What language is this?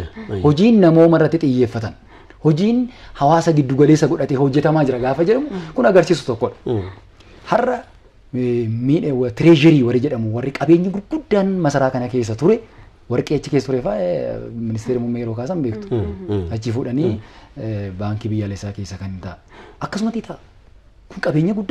Oromo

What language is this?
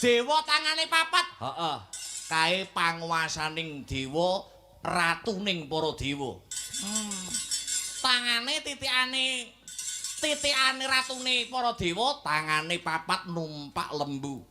Javanese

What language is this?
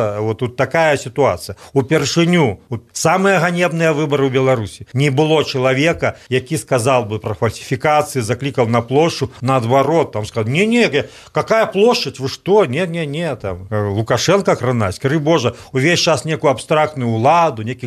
Belarusian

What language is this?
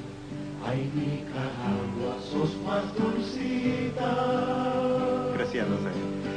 Basque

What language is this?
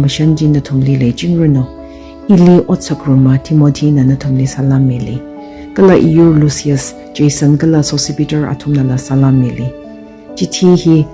Tangkhul Naga (India)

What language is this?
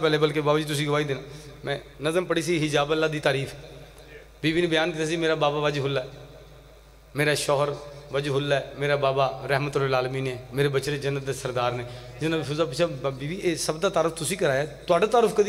Western Panjabi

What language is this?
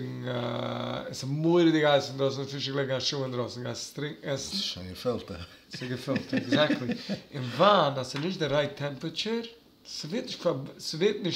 Yiddish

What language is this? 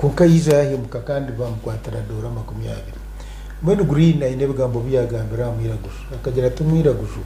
Nyankole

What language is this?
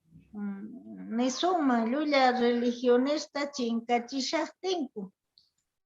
South Bolivian Quechua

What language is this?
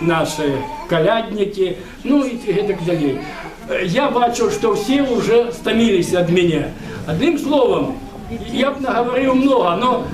Belarusian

